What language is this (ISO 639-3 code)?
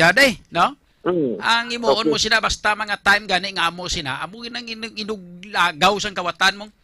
hil